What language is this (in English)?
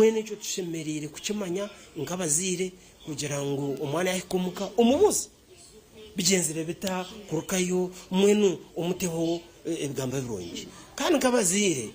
Nyankole